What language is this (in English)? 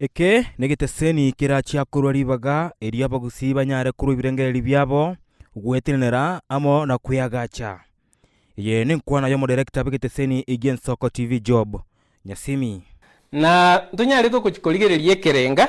Gusii